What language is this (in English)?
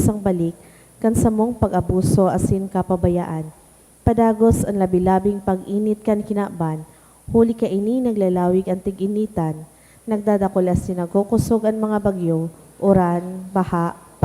Bikol